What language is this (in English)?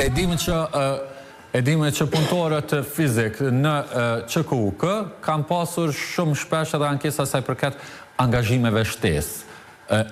Albanian